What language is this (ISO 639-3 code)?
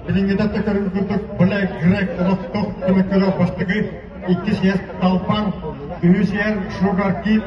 sah